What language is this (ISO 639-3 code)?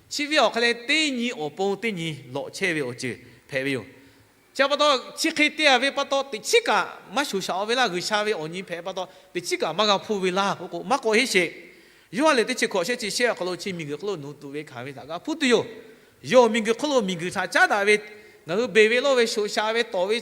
lhu